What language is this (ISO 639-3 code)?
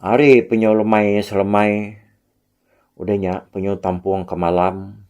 iba